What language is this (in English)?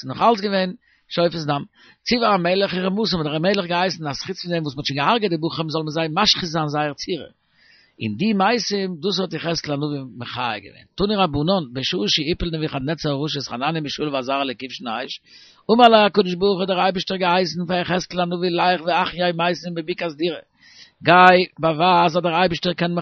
Yiddish